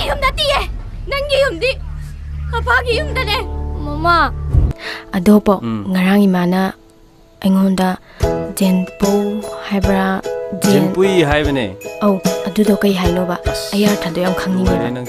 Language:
Manipuri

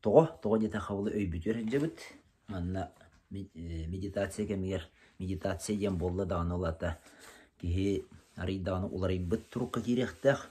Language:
Yakut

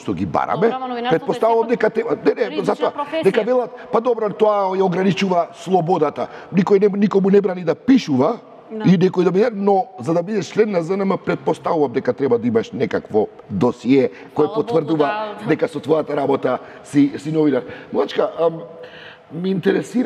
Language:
Macedonian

